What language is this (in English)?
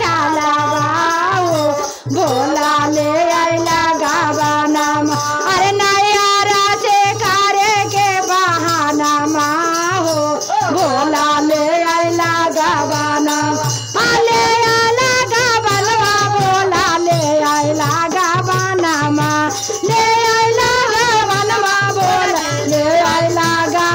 Bhojpuri